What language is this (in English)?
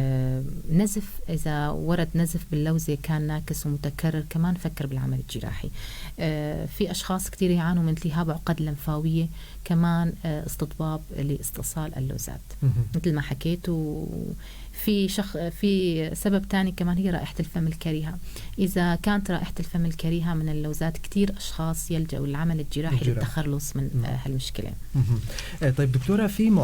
North Levantine Arabic